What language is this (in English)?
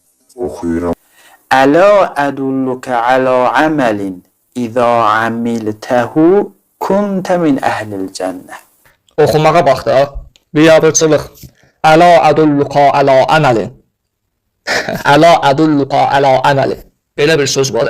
Azerbaijani